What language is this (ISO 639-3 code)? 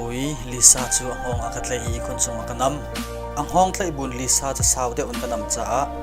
cnh